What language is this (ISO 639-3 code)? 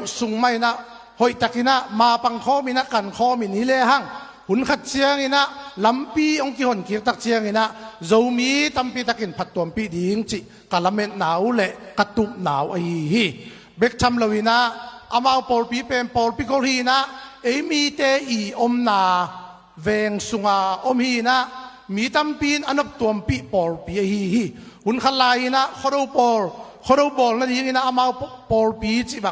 ctd